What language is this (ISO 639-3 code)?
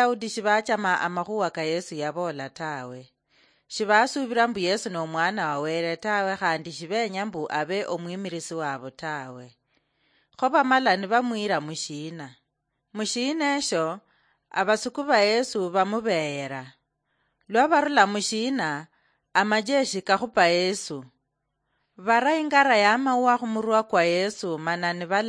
luy